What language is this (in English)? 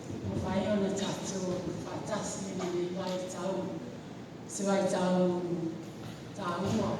Samoan